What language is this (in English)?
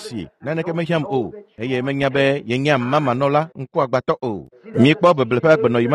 Ewe